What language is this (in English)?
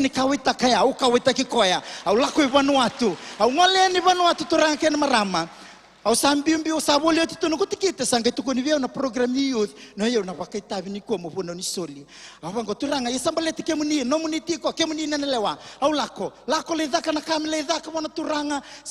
Fijian